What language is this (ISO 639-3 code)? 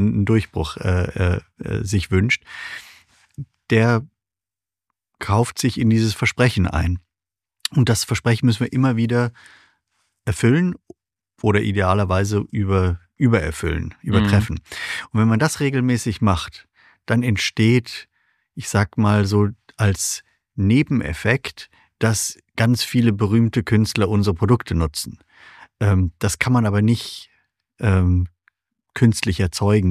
deu